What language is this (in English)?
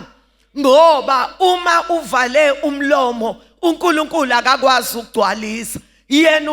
Zulu